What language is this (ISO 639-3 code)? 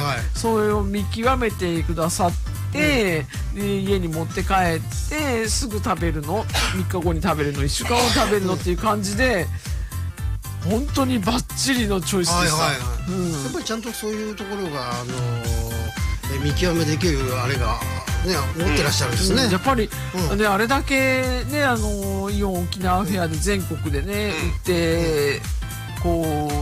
jpn